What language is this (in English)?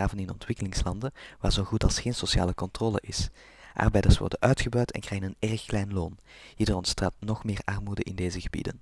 Dutch